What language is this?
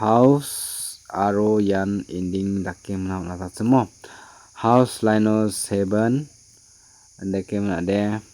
Garo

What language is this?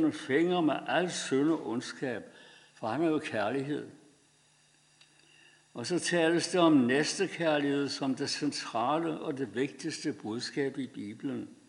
Danish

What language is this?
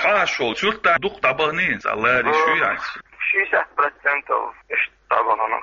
Chechen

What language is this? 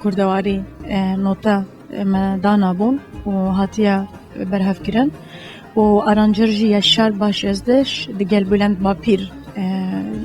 Kurdish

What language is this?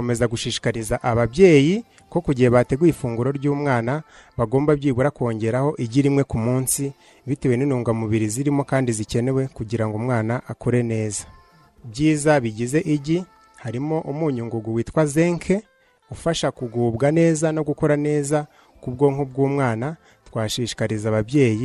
Kinyarwanda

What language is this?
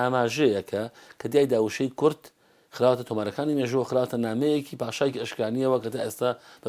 Central Kurdish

